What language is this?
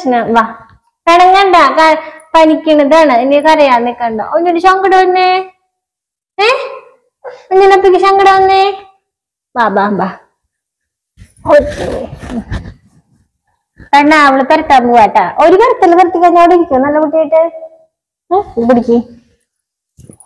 Malayalam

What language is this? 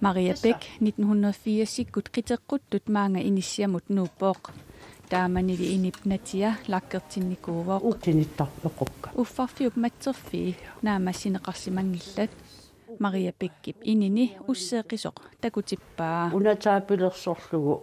Kalaallisut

